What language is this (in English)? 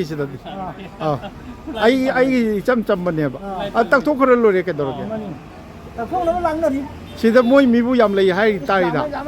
Manipuri